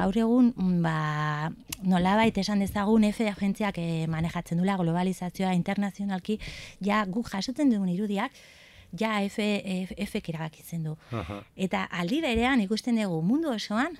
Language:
Basque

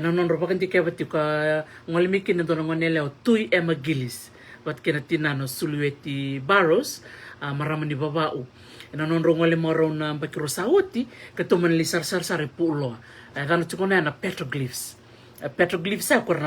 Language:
Fijian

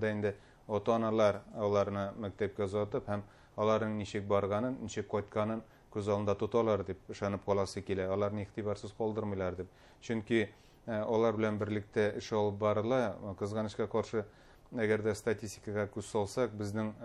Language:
Bashkir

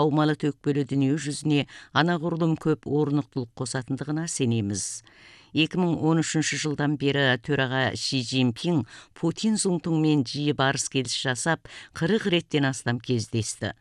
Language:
Kazakh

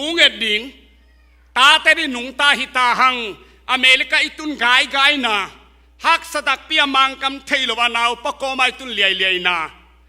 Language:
Tedim Chin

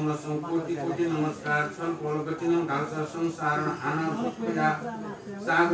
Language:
Newari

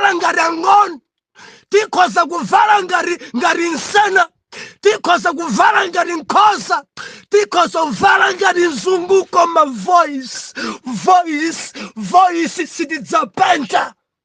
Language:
Nyanja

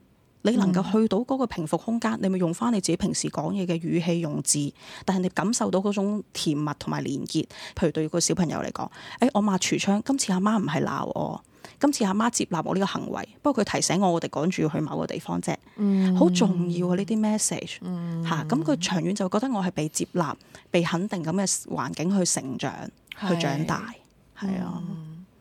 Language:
Cantonese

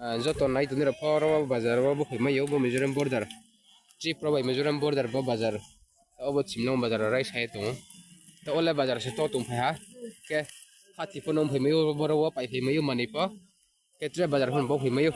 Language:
Riang (India)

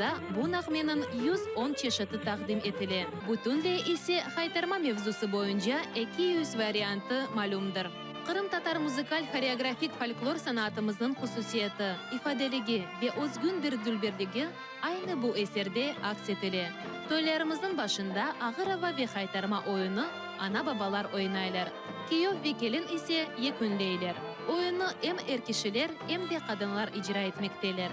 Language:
Crimean Tatar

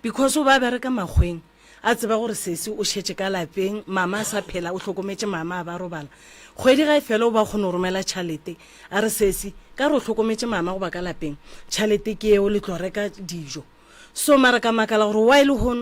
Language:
Northern Sotho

